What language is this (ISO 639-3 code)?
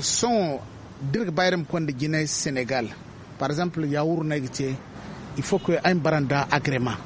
dje